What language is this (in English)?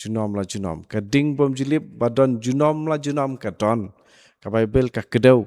Khasi